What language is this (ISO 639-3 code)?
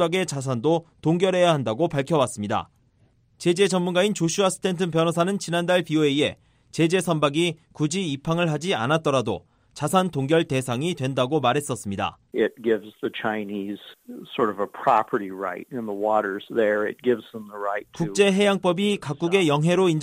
kor